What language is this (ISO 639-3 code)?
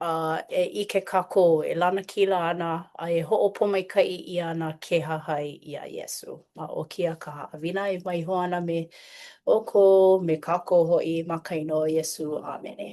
haw